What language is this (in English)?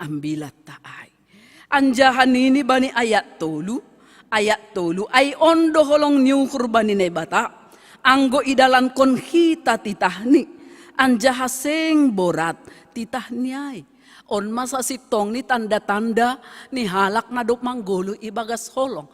Batak Simalungun